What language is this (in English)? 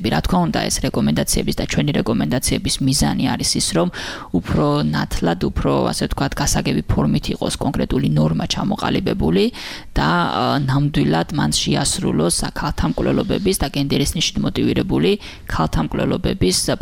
Georgian